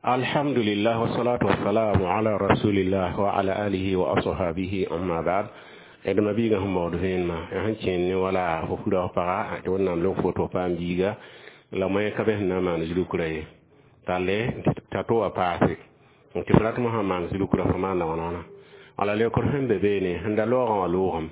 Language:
Mossi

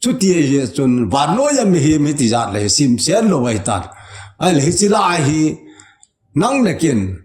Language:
Thado Chin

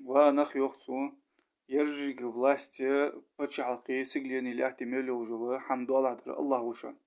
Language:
Ingush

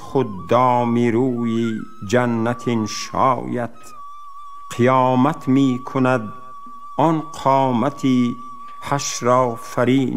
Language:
Tajik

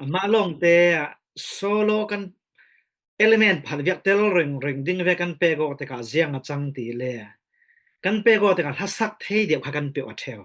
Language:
Falam Chin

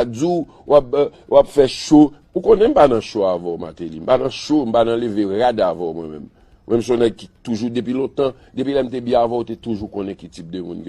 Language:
Haitian Creole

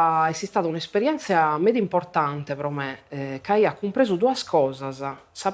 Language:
Sardinian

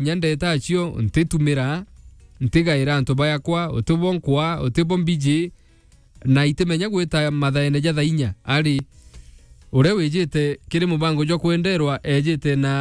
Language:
Meru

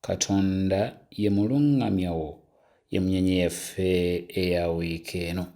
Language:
Ganda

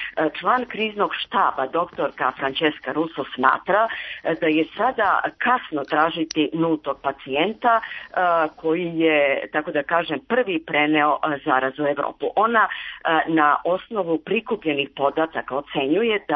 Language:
Serbian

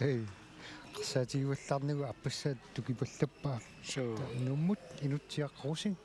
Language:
Kalaallisut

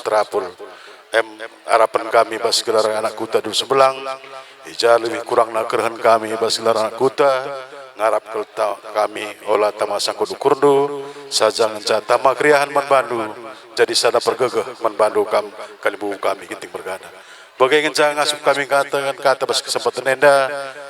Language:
Batak Karo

